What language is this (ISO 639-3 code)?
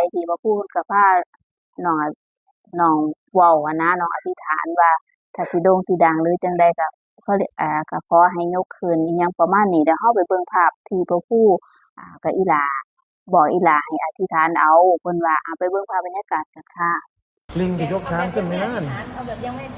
tts